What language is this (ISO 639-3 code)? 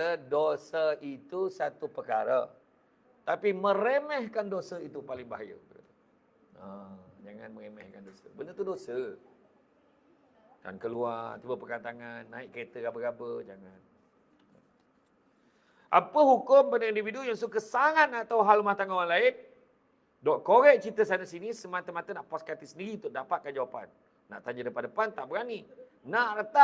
msa